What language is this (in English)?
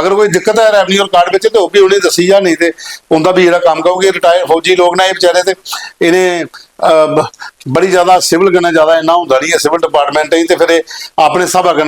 Dogri